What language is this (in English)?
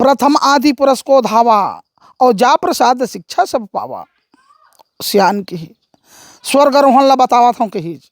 Chhattisgarhi